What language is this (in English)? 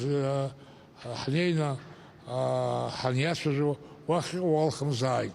Abkhazian